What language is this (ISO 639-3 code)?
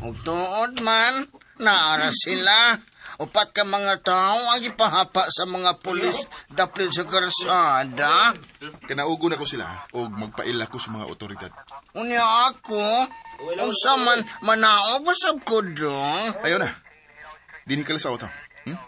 ceb